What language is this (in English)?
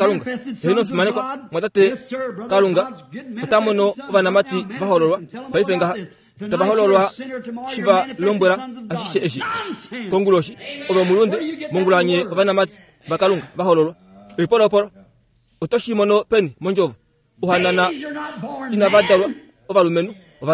Kuanyama